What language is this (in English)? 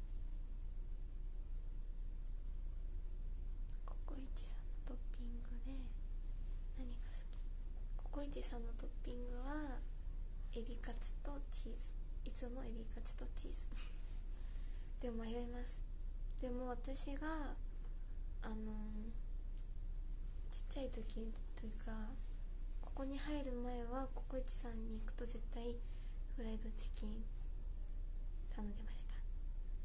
Japanese